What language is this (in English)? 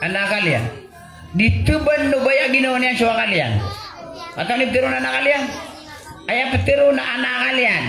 Maranao